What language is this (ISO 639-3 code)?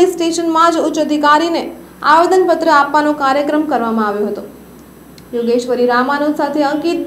guj